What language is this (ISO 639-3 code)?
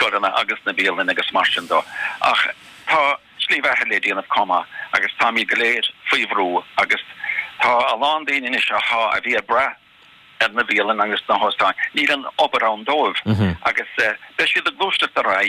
gle